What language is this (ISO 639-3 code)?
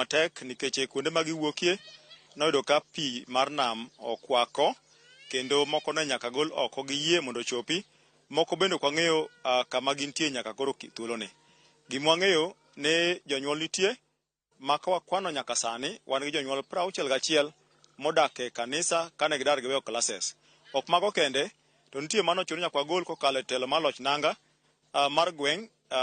luo